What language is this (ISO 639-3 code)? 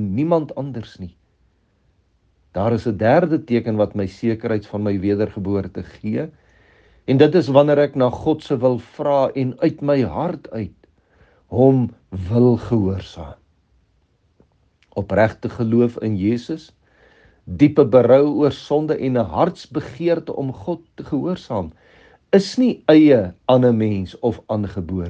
afr